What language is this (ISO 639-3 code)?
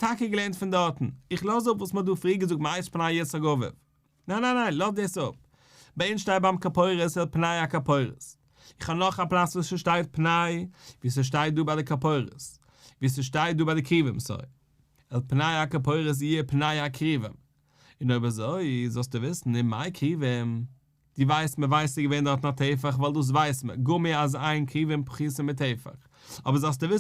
yid